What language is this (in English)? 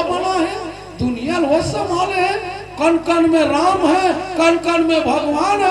Chhattisgarhi